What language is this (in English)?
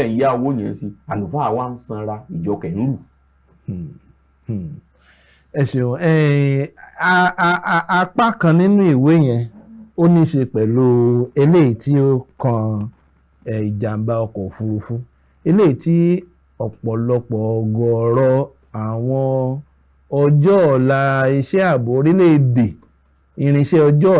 Yoruba